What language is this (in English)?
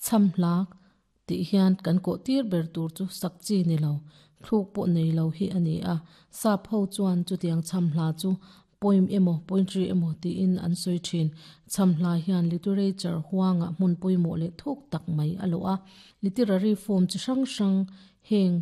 Mizo